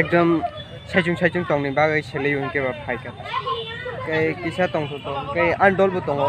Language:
Kok Borok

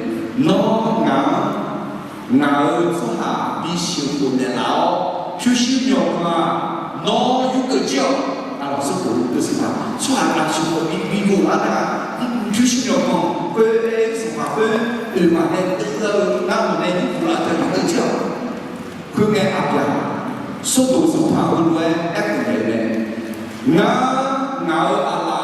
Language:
Akha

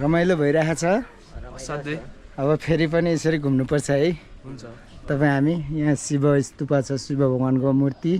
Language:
Nepali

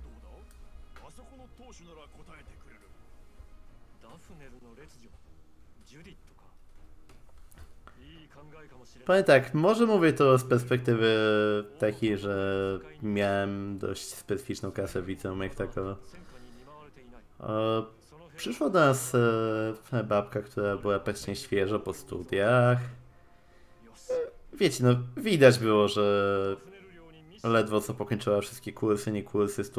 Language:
Polish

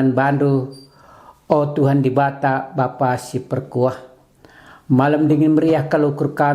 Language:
Batak Karo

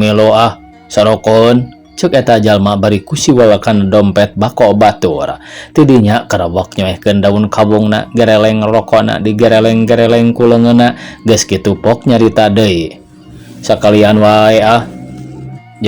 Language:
Sundanese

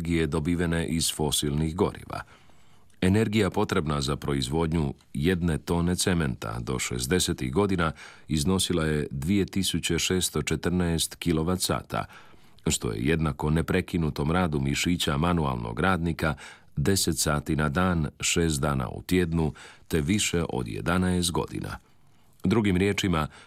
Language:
Croatian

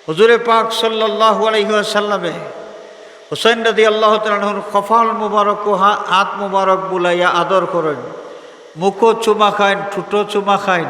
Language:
Sylheti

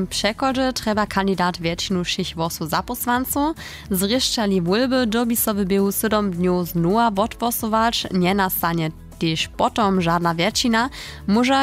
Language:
Upper Sorbian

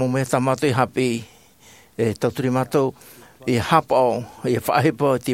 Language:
Tahitian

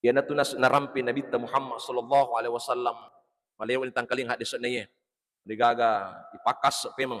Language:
Buginese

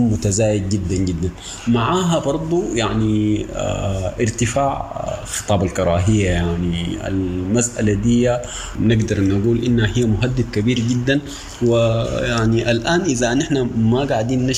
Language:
Sudanese Arabic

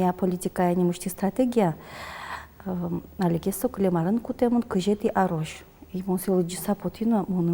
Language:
Udmurt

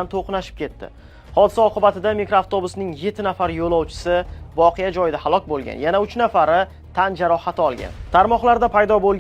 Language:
Uzbek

